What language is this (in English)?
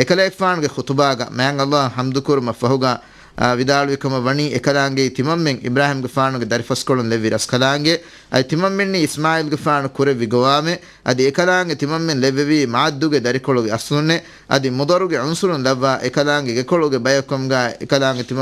Divehi